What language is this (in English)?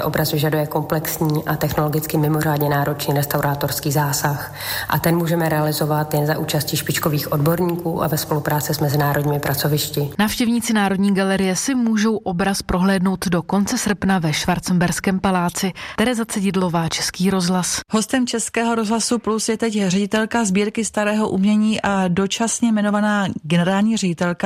Czech